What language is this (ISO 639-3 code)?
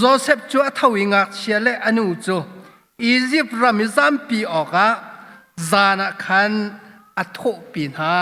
cnh